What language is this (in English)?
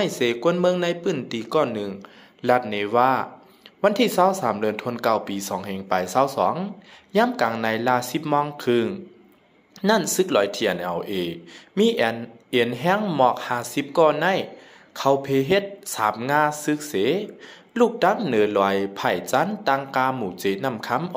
Shan